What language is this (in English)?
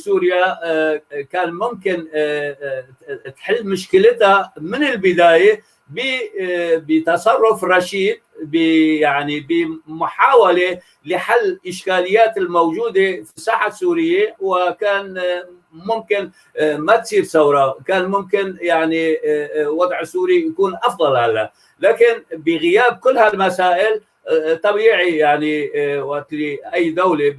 North Levantine Arabic